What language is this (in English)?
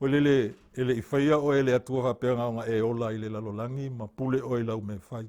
Samoan